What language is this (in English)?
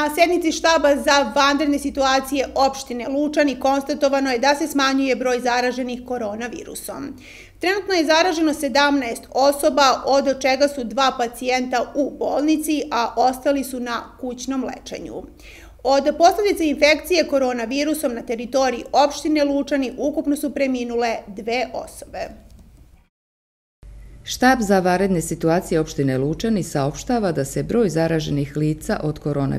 Serbian